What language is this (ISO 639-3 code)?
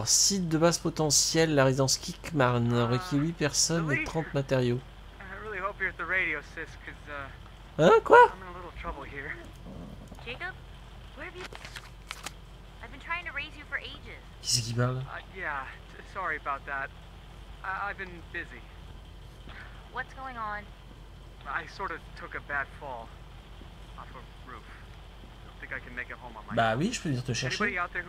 fra